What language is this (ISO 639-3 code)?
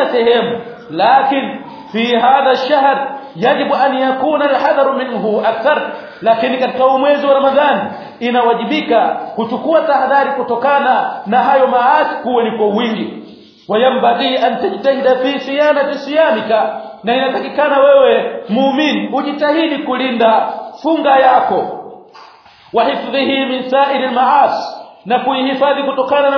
swa